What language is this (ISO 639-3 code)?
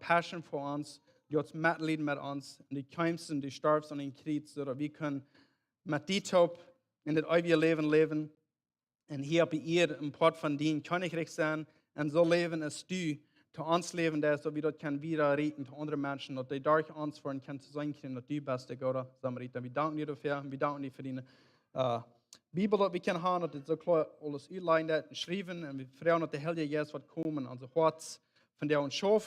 pdt